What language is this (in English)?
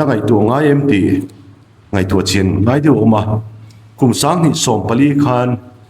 Mizo